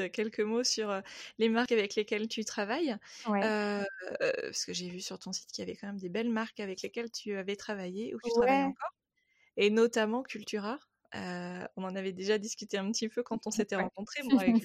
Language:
French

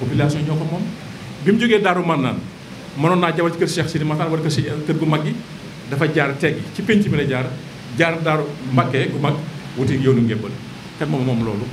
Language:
Wolof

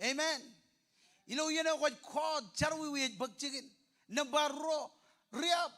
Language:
Marshallese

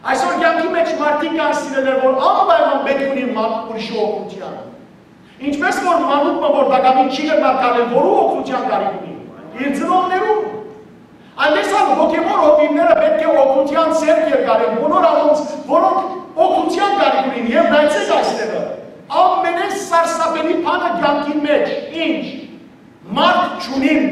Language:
Western Armenian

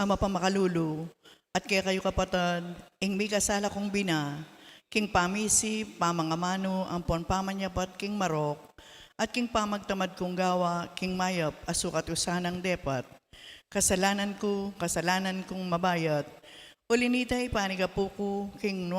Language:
Pampanga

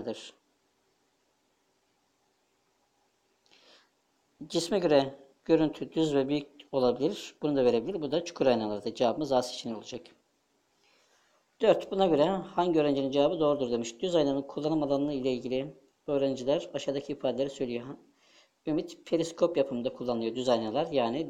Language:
Turkish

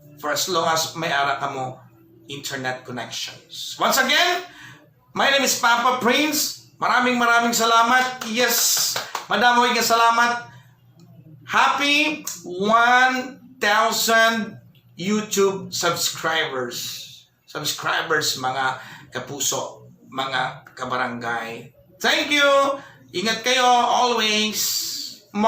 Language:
Hiligaynon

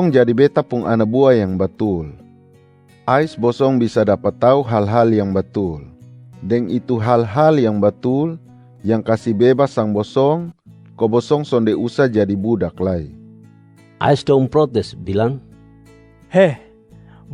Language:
Kupang Malay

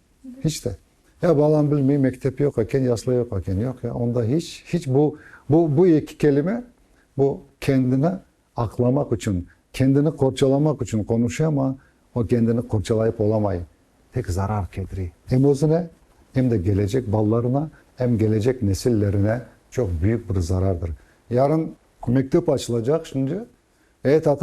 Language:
Crimean Tatar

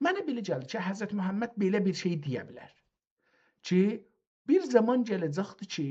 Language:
South Azerbaijani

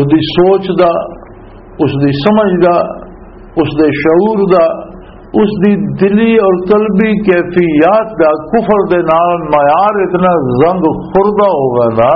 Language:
Western Panjabi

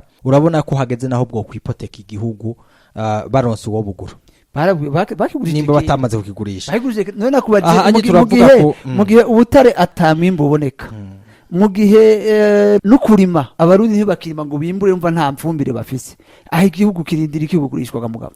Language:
Rundi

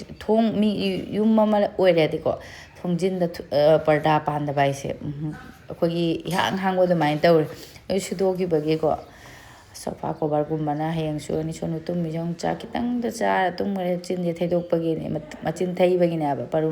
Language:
Manipuri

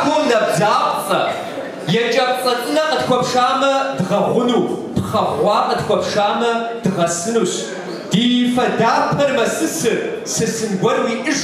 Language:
Kabardian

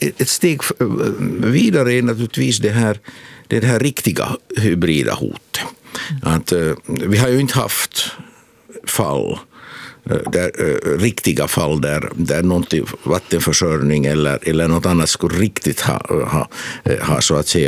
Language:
Swedish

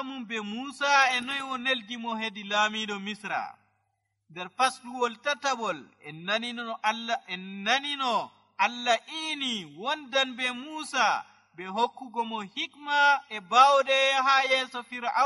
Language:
Nigerian Fulfulde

